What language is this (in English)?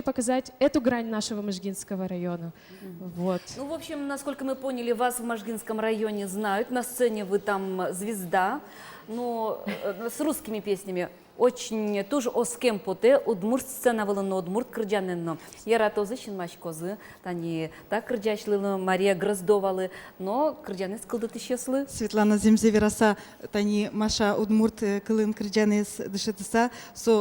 Udmurt